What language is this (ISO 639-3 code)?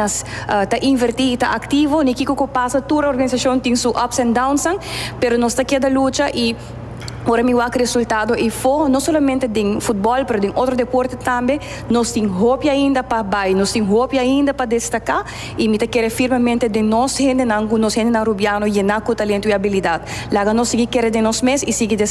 pap